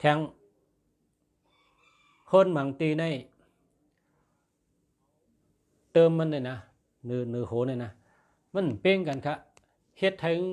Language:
Shan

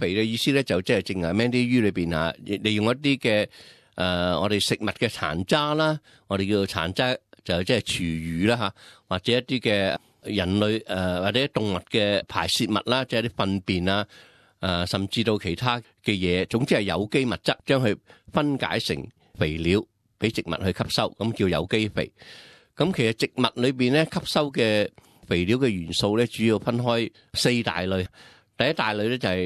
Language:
Cantonese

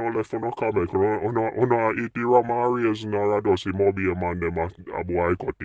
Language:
Jamaican Creole English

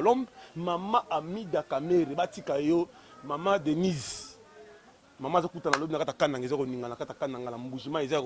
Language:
Lingala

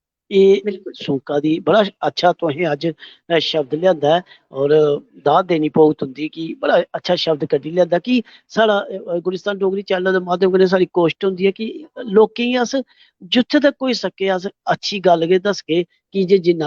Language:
Dogri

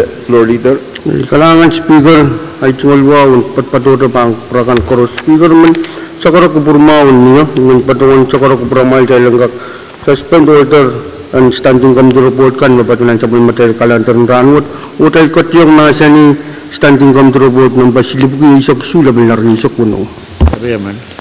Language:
Pohnpeian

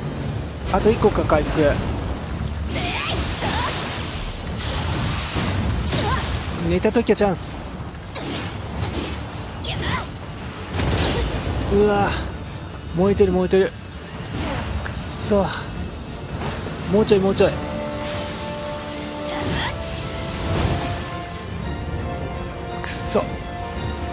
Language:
Japanese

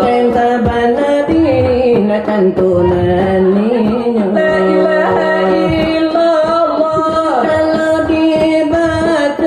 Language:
Minangkabau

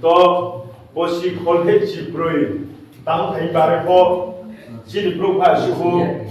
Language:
Riang (India)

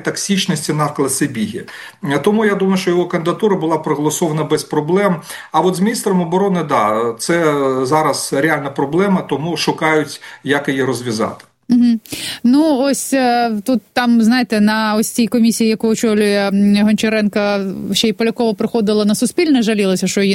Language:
Ukrainian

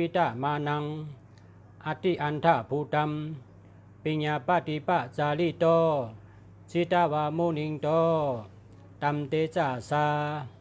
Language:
Shan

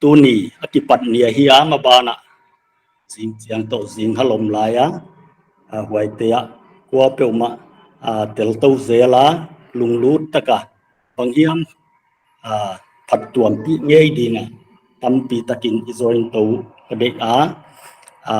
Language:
Paite Chin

